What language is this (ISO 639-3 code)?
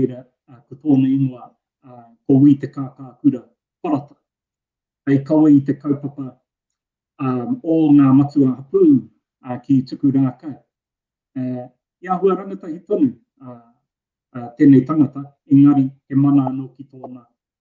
mri